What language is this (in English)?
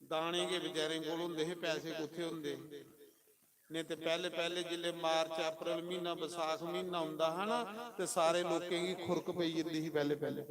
Dogri